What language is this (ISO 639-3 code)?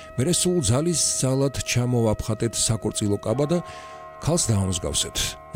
kat